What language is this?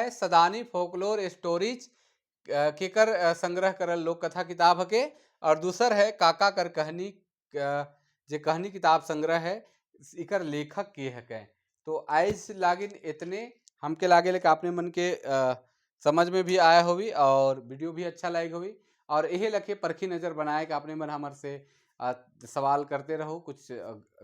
Sadri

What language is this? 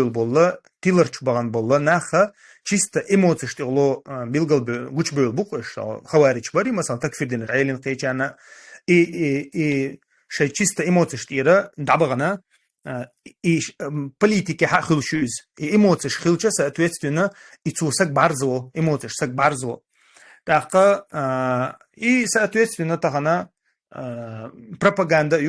Chechen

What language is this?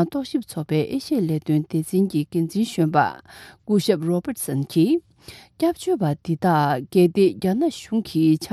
Tibetan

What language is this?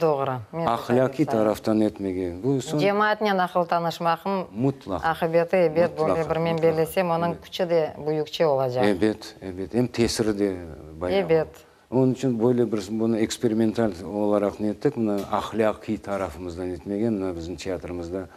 Crimean Tatar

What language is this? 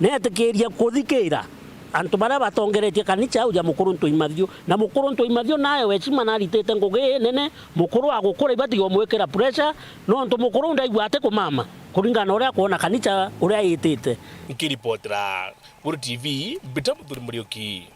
Meru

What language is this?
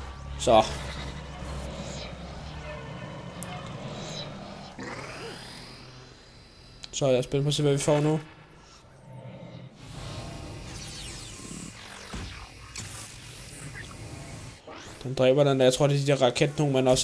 Danish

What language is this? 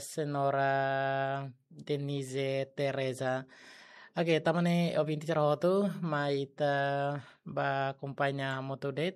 Tetum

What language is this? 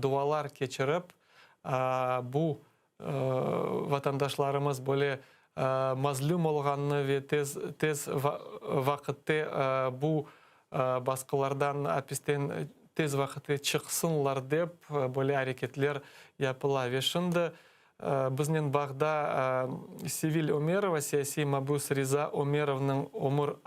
Crimean Tatar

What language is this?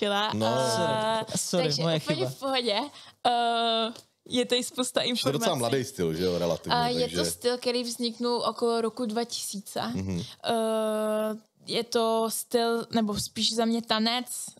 Czech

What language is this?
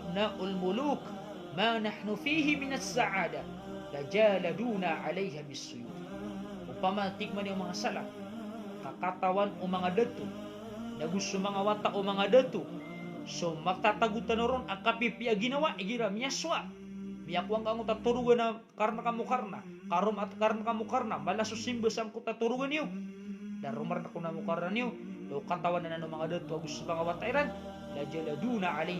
Maranao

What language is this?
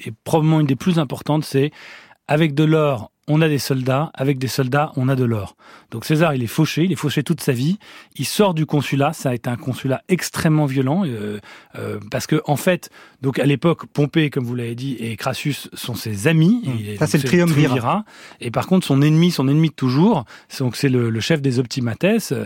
French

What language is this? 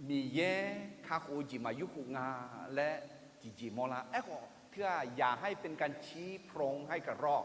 Akha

